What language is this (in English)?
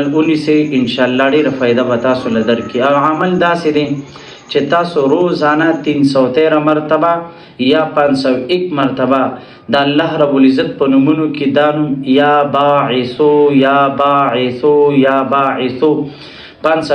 Pashto